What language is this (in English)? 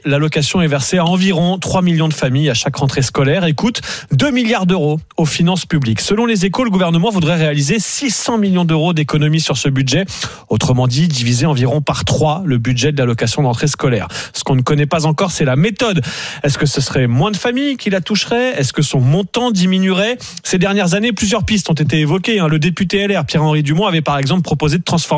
French